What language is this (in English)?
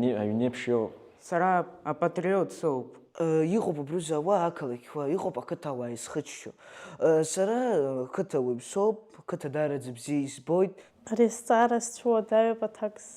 Abkhazian